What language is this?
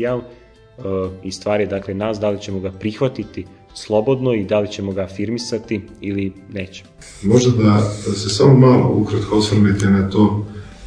Serbian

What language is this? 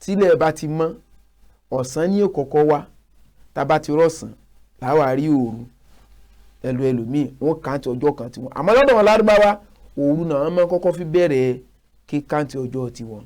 Yoruba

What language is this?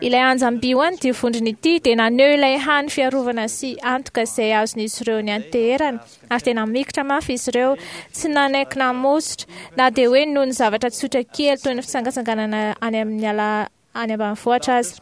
Malagasy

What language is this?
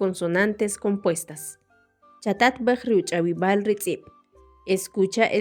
Kʼicheʼ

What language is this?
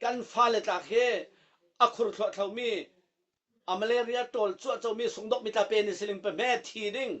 Falam Chin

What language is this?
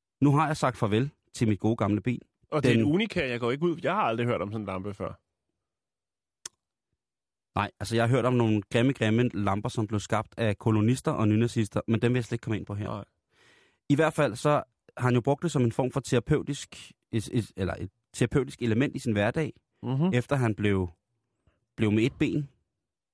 Danish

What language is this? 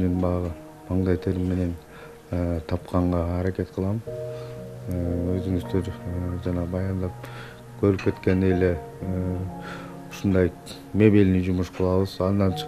Kyrgyz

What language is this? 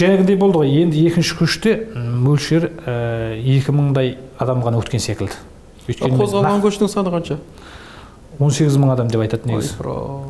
Kazakh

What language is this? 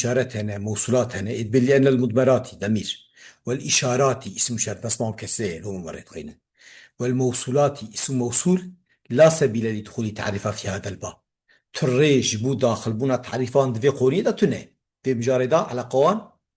Kurdish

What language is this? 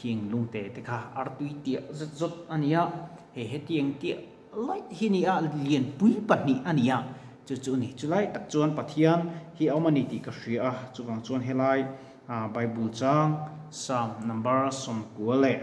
Mizo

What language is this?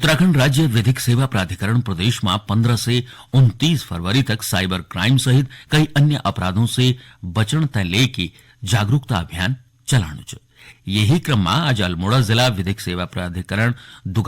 Garhwali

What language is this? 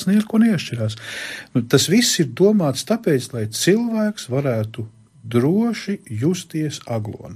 Latvian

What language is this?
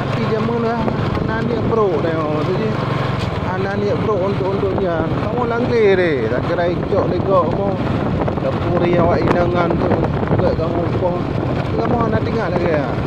Achinese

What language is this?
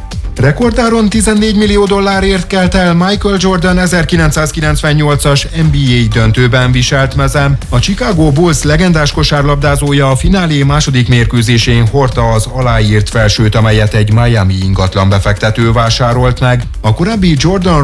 Hungarian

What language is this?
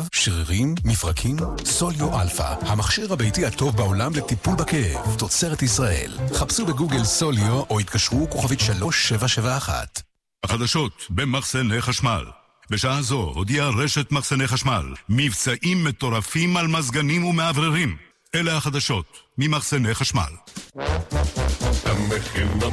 Hebrew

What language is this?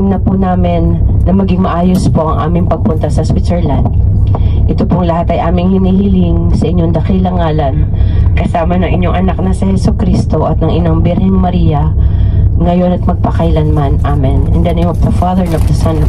Filipino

